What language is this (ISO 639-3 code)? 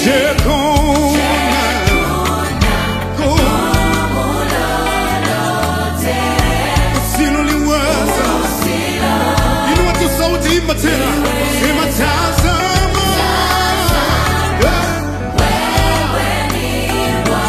swa